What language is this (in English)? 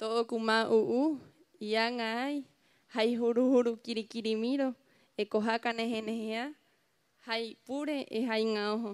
Rapanui